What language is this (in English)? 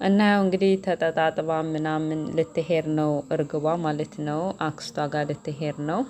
Amharic